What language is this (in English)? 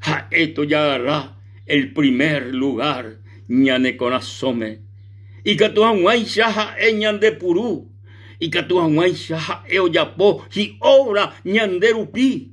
Guarani